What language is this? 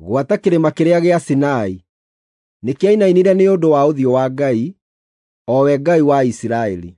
Kikuyu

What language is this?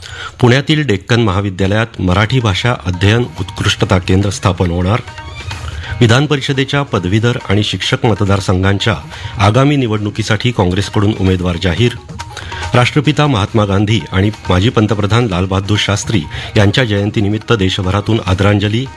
Marathi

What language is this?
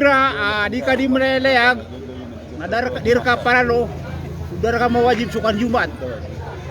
Maranao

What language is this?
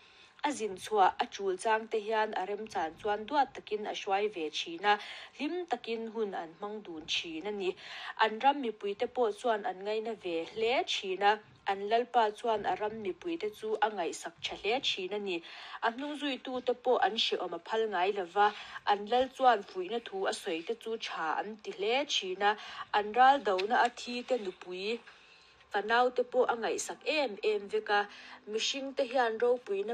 Mizo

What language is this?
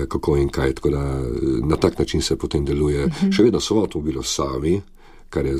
Slovenian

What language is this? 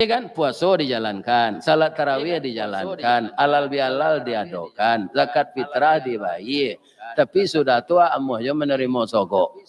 Minangkabau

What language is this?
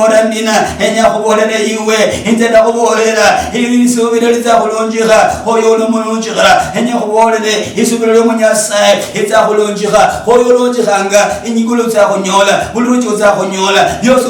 Luyia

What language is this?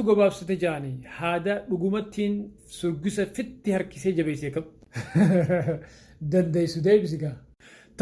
Oromo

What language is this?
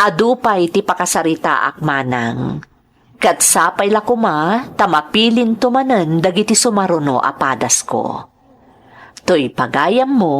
Iloko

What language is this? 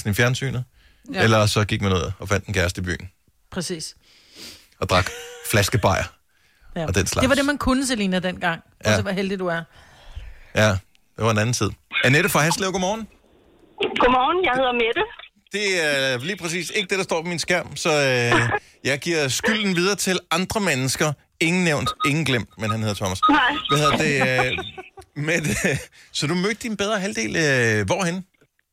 Danish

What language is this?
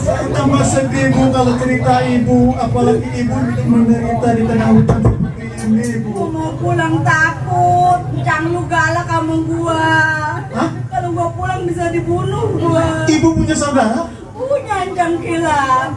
Betawi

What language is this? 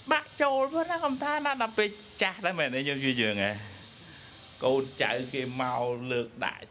Khmer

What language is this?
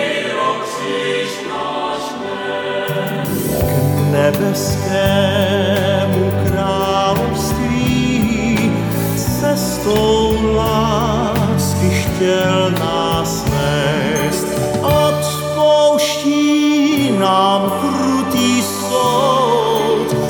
Czech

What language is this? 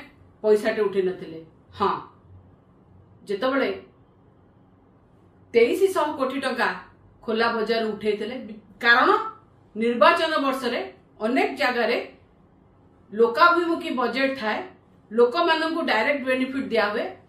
Odia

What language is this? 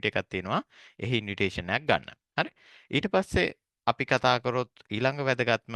Sinhala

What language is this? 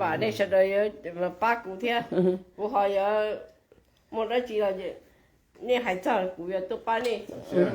Hmong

